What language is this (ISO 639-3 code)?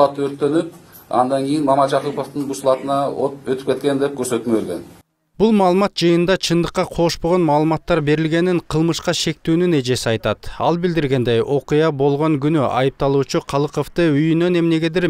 kir